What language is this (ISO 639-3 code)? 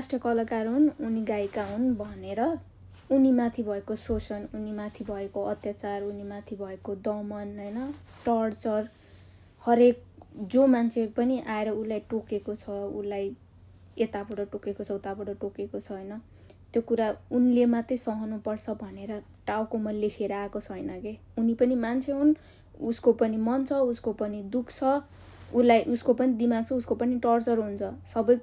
nep